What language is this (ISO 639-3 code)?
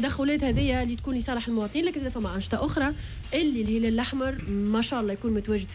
aeb